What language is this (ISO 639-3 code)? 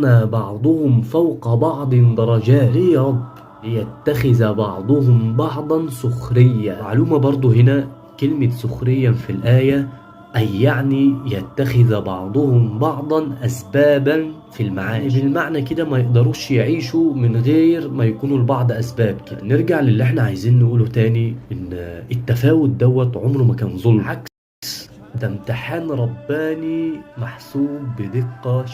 arz